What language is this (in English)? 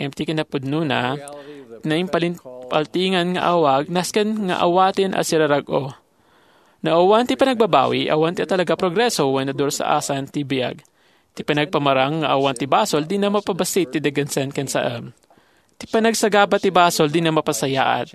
Iloko